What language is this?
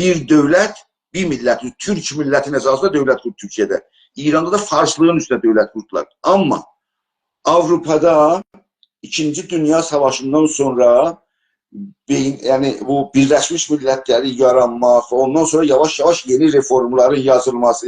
South Azerbaijani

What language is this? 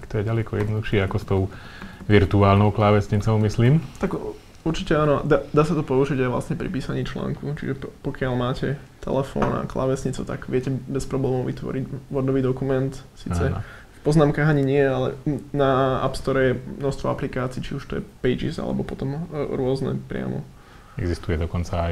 Slovak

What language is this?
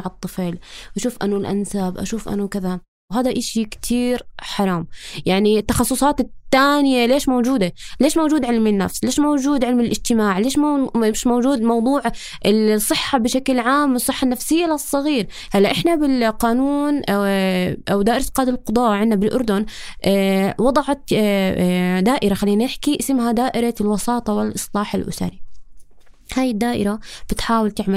North Levantine Arabic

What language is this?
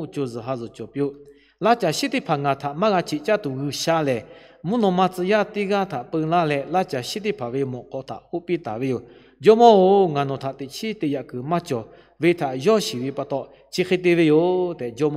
Lahu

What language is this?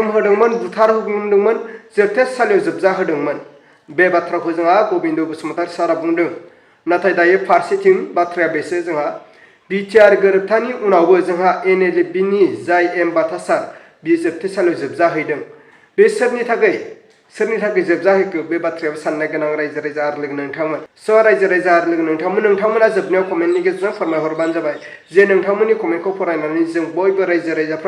Bodo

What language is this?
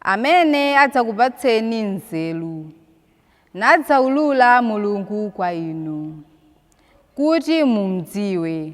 Nyanja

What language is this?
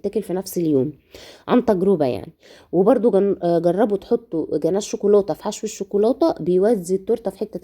Egyptian Arabic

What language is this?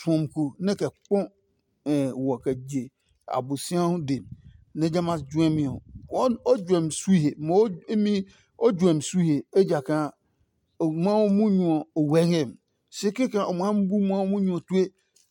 Adangme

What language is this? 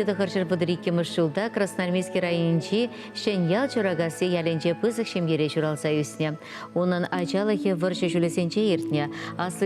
Chuvash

